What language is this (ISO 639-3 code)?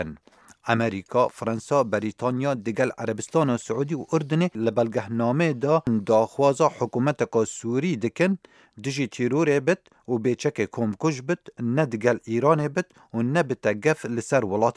kur